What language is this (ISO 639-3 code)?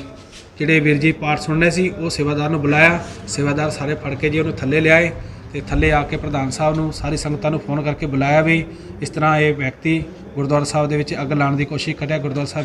pan